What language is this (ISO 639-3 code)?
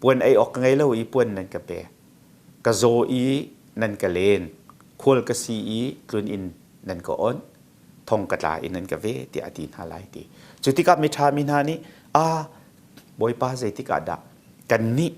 cnh